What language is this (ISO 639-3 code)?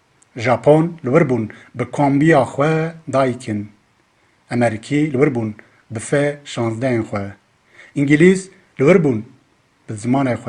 kur